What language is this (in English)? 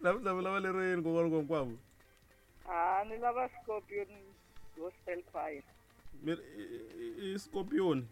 Tsonga